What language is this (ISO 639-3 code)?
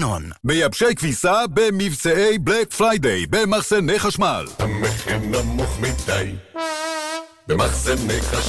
heb